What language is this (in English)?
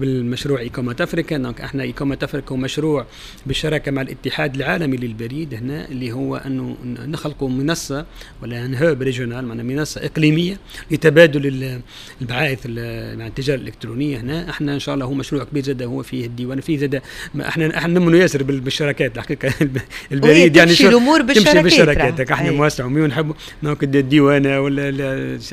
Tunisian Arabic